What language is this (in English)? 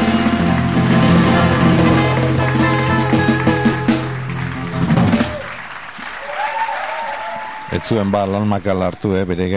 Basque